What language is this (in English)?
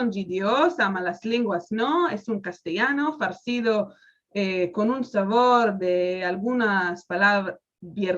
Ladino